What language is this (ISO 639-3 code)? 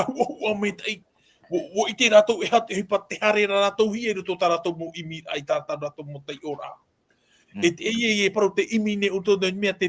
tah